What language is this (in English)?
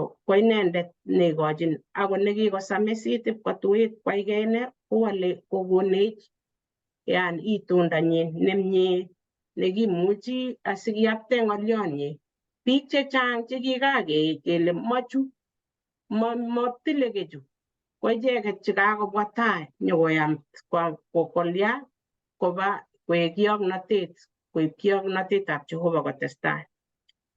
Kalenjin